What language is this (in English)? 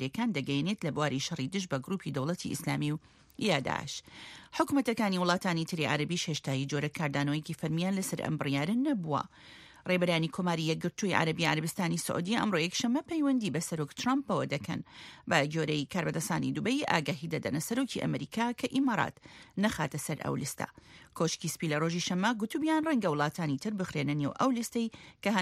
Central Kurdish